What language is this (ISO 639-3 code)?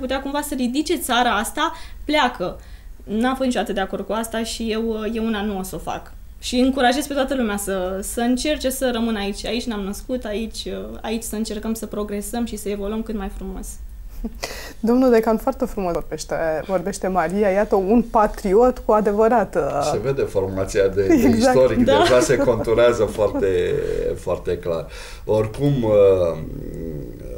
ron